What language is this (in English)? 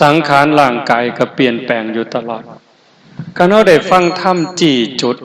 Northeastern Thai